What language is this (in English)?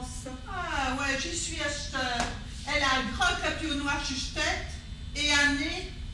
Picard